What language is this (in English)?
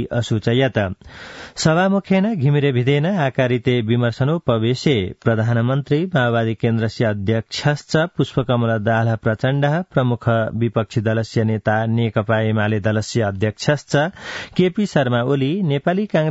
Sanskrit